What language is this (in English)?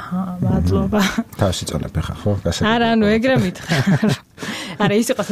Georgian